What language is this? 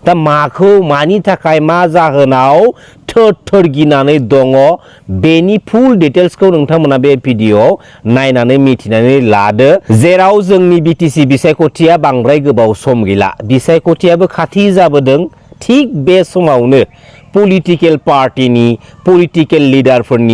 Bodo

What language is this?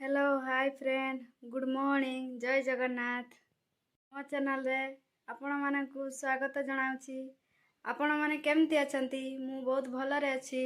Odia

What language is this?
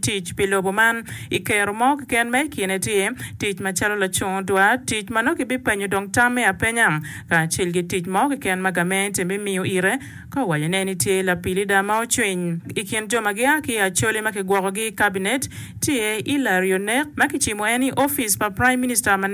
Acoli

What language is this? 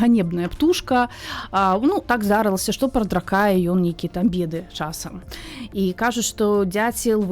Belarusian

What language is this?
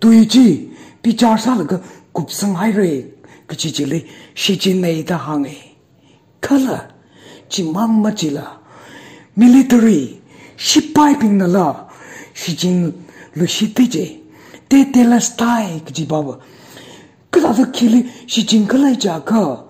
Tangkhul Naga (India)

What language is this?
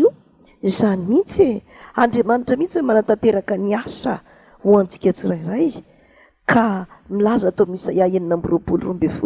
Malagasy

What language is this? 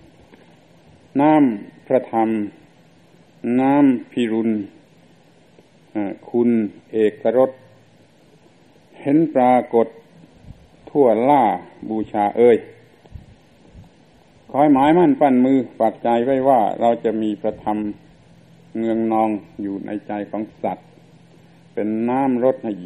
Thai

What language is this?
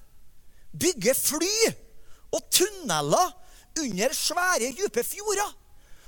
Norwegian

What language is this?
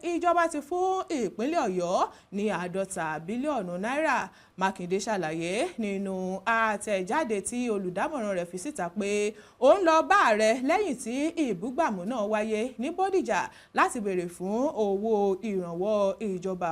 Yoruba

